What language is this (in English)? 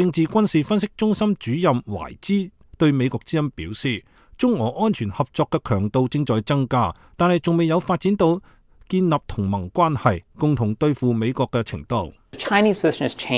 Cantonese